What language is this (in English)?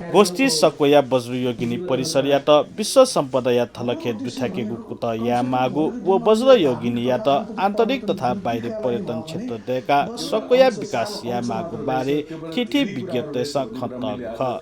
Newari